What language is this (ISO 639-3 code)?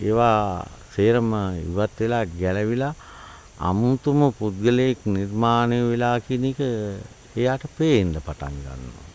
sin